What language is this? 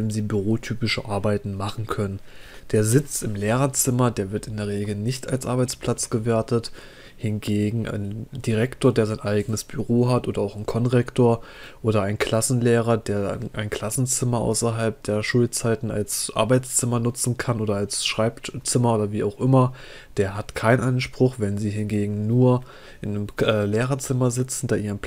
German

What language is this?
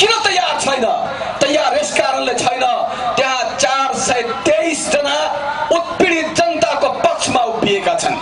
Nepali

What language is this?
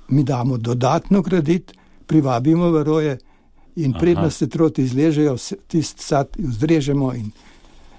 Slovenian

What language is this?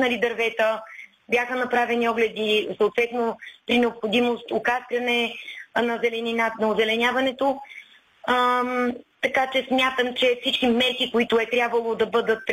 Bulgarian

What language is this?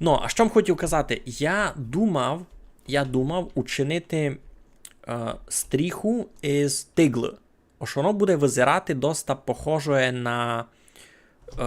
Rusyn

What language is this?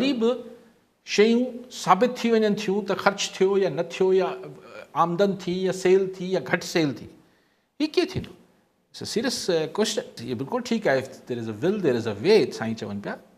Sindhi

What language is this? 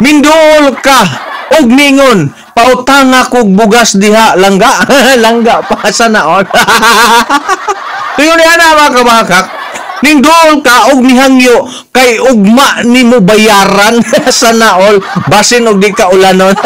Cebuano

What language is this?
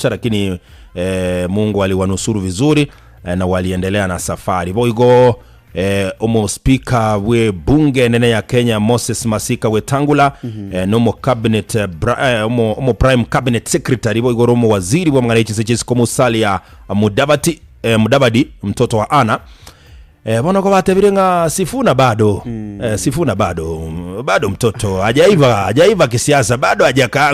Gusii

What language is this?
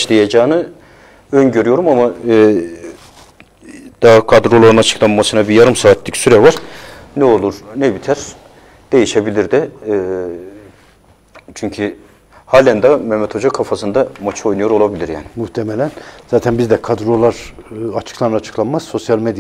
Turkish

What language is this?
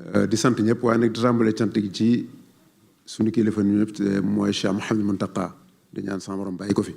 Wolof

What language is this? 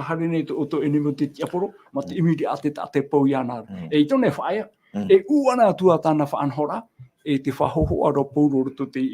Tahitian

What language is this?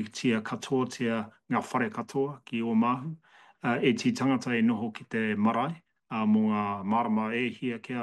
Māori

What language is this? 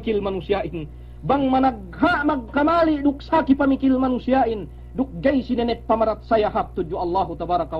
Yakan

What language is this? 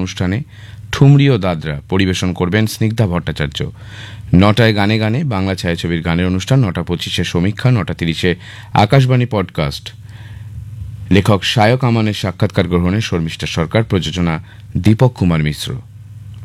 Bangla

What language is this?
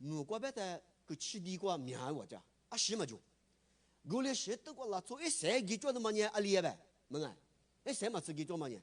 Lisu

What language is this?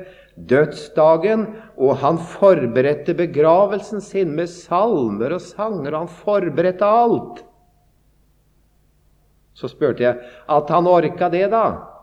Norwegian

